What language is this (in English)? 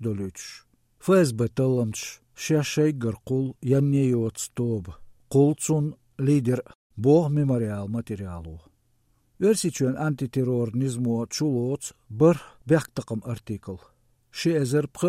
Chechen